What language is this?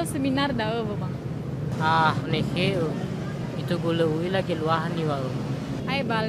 Nias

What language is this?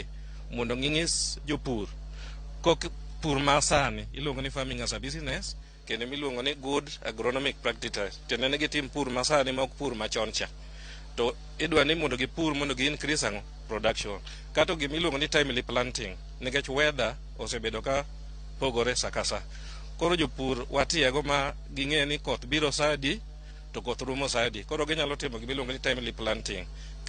Luo (Kenya and Tanzania)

